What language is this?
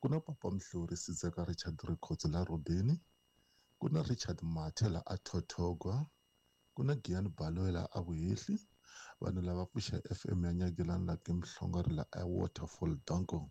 Tsonga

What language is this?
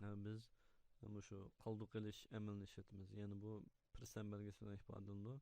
Uyghur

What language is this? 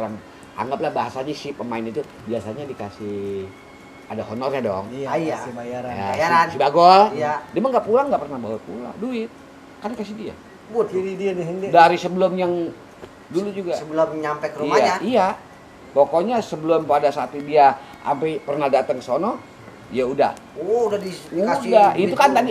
Betawi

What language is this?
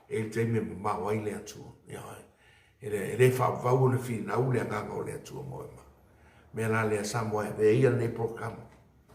Samoan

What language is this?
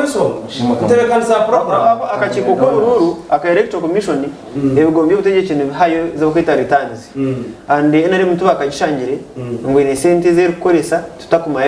Nyankole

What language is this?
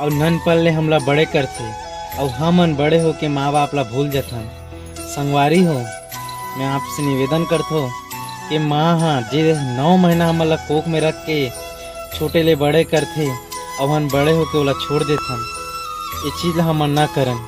Chhattisgarhi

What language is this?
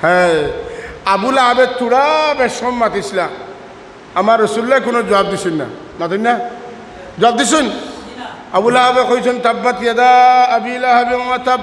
Sylheti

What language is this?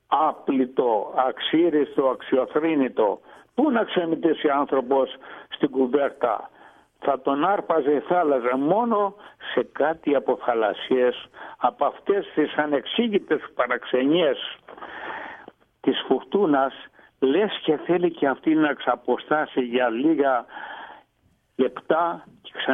Greek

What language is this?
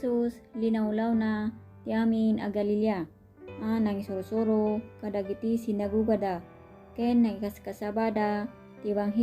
Iloko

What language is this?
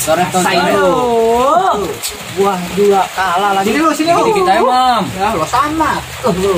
Betawi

